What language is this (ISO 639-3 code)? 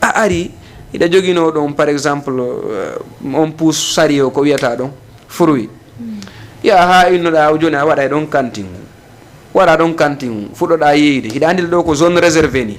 ful